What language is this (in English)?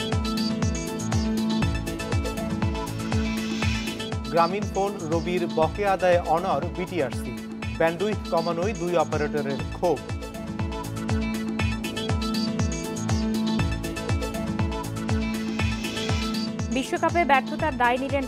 Bangla